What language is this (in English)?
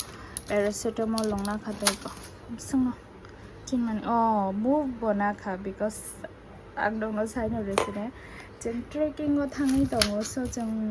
Kok Borok